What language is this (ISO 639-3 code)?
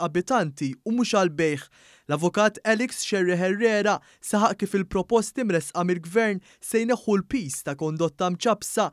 mlt